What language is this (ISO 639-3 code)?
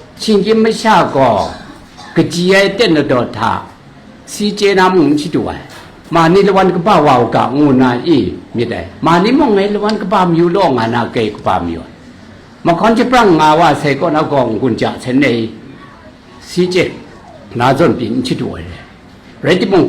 kac